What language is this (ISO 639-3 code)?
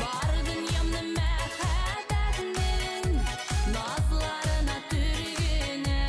bak